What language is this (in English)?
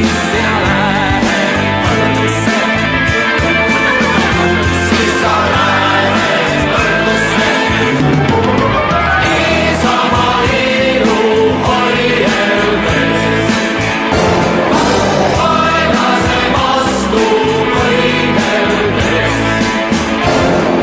Estonian